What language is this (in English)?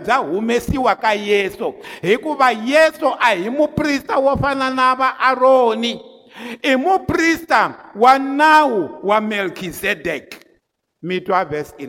Tsonga